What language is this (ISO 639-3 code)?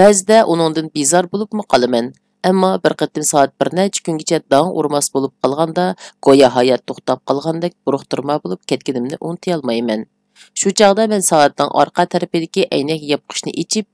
uig